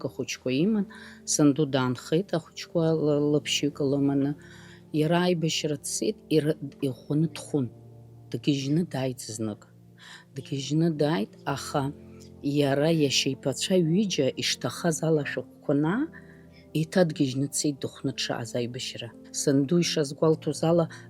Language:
Abkhazian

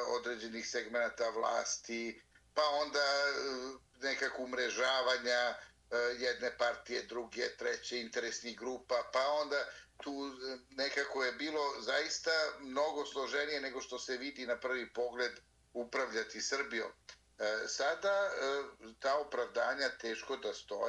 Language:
Serbian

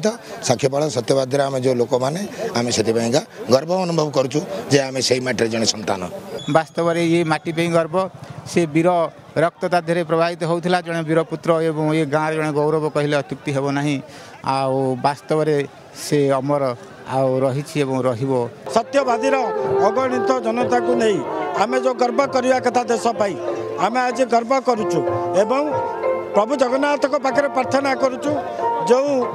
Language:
Odia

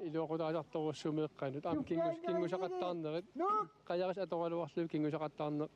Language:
Kalaallisut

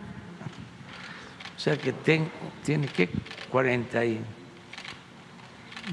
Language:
Spanish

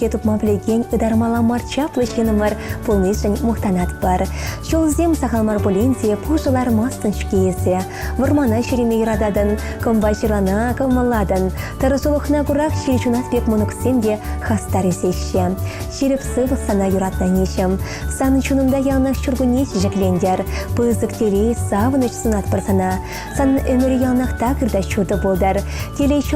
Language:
Chuvash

